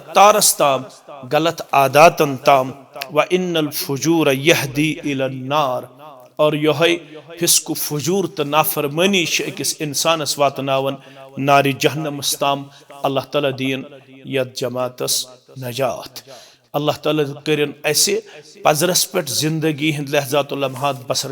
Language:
Kashmiri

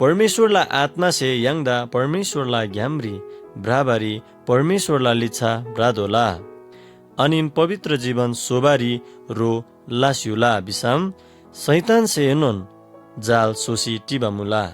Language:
Eastern Tamang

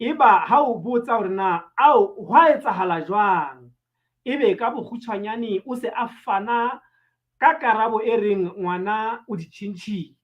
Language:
Southern Sotho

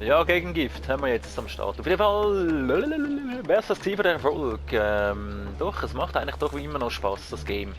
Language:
Swiss German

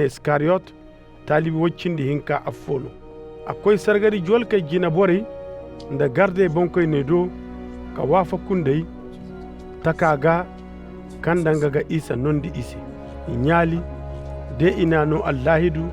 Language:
Koyraboro Senni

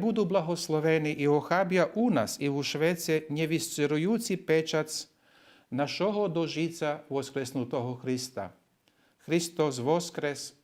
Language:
Rusyn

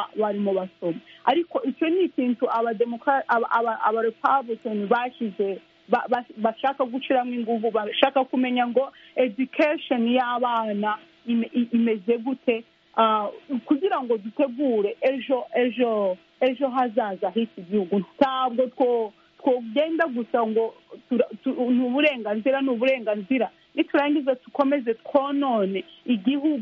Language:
Kinyarwanda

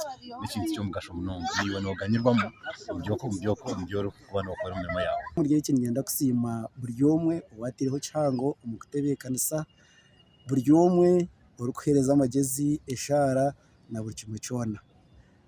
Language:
Nyankole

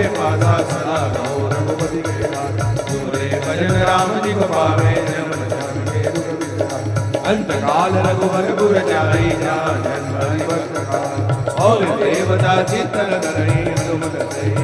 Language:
Hindi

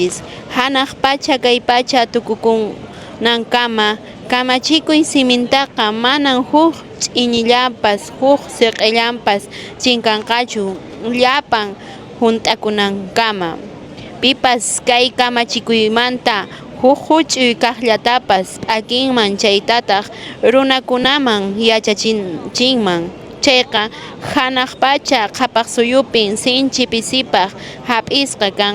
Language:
Quechua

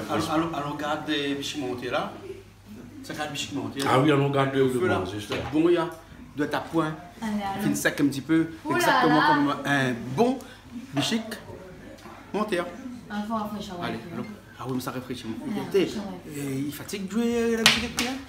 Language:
Réunion Creole French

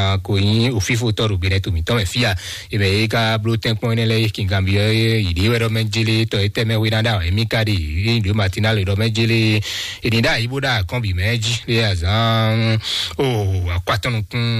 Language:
Fon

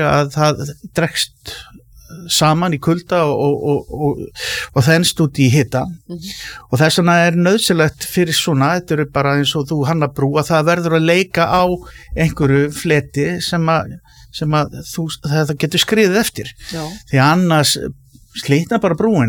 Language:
Icelandic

